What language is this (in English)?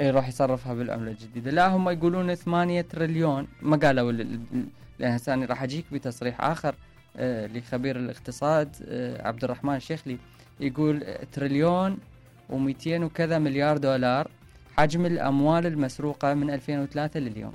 Mesopotamian Arabic